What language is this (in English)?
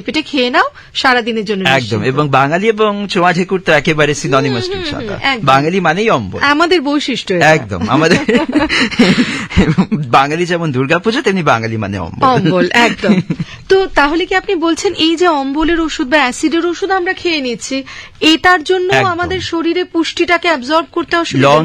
Bangla